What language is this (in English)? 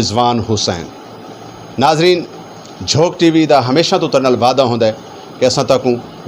Saraiki